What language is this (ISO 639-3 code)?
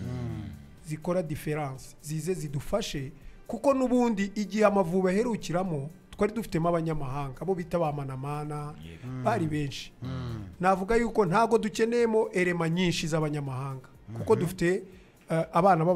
kin